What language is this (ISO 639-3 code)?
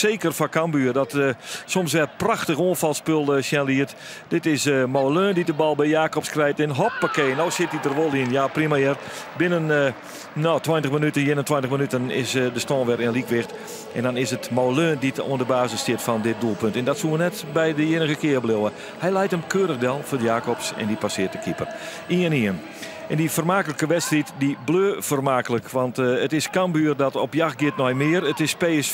fry